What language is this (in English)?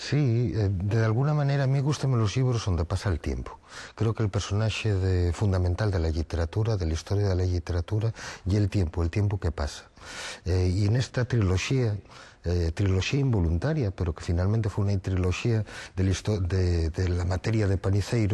Asturian